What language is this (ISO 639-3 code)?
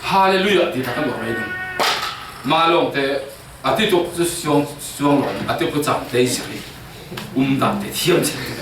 cfm